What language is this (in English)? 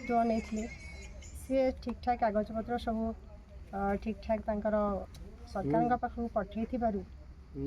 Odia